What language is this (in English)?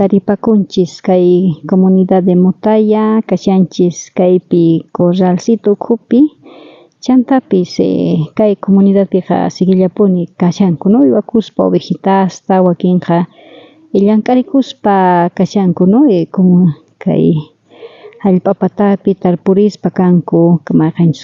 South Bolivian Quechua